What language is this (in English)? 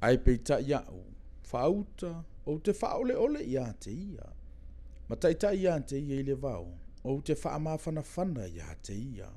Samoan